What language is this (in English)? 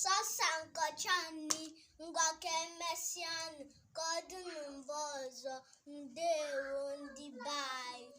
Igbo